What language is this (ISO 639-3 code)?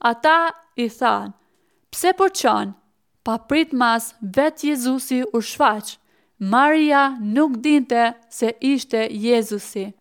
sqi